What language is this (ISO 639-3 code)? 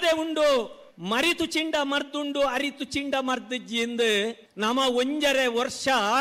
tcy